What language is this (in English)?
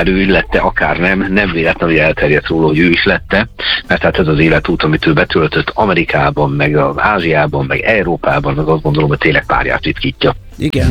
Hungarian